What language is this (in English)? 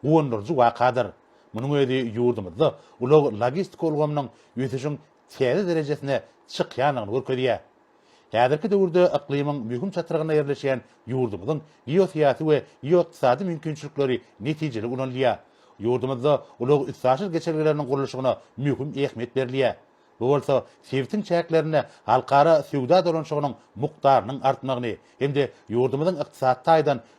Turkmen